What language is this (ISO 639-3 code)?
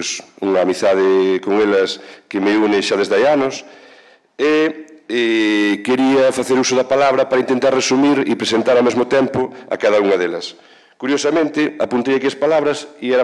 glg